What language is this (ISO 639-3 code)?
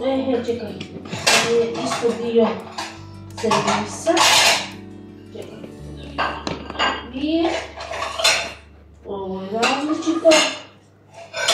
hrv